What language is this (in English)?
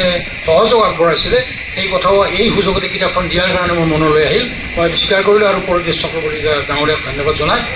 Assamese